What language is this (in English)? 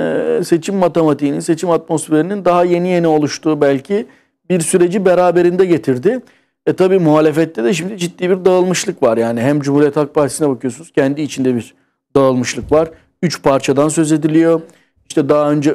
Turkish